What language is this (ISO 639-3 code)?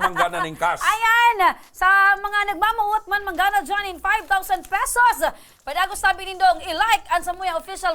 bik